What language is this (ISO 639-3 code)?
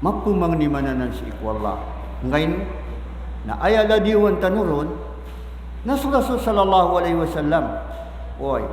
mrw